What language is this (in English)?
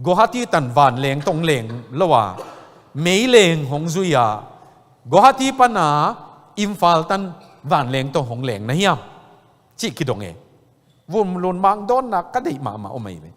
Tedim Chin